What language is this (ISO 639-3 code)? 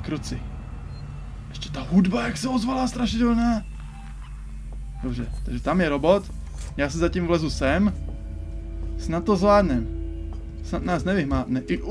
ces